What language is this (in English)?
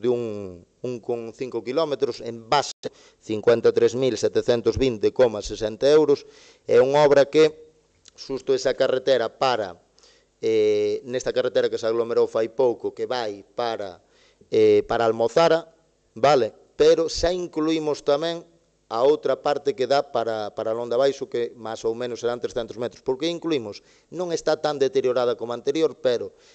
Galician